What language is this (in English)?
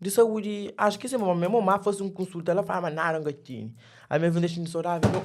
Kabuverdianu